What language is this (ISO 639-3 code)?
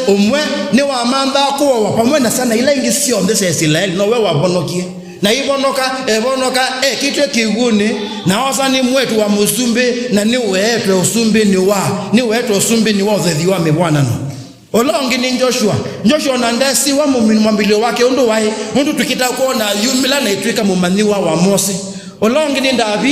kam